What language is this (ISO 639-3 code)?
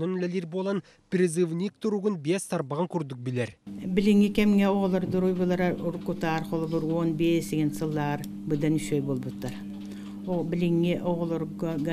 sah